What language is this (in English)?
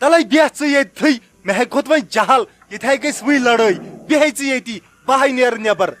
Kashmiri